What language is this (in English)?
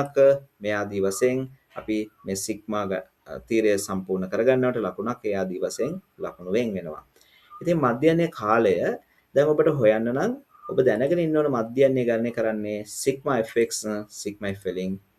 Sinhala